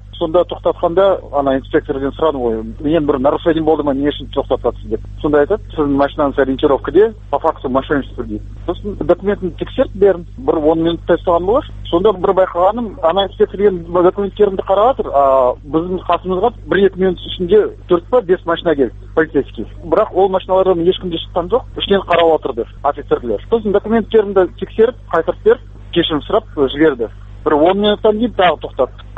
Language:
Kazakh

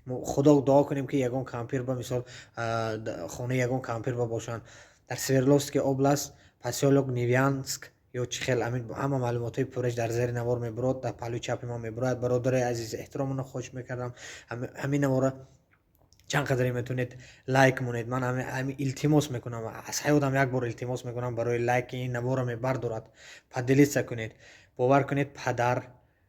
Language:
Tajik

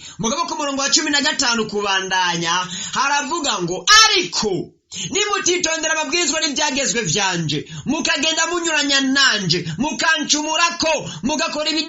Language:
Rundi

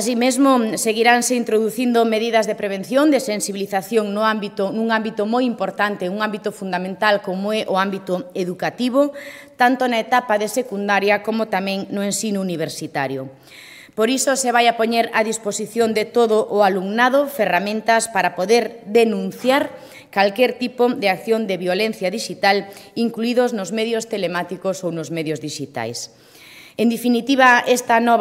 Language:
Galician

